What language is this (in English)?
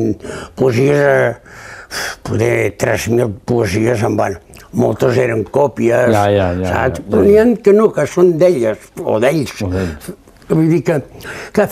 Catalan